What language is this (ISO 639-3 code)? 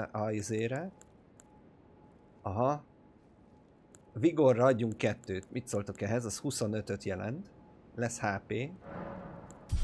hun